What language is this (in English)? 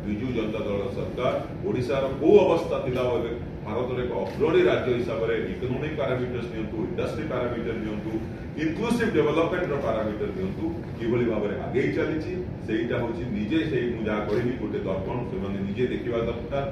Odia